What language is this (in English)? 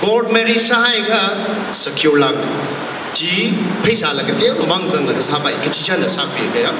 Tangkhul Naga (India)